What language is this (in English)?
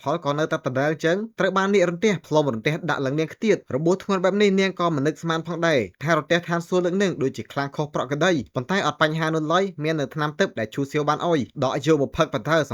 Khmer